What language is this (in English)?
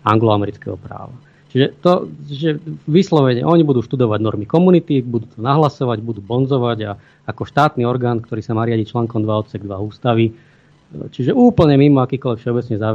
Slovak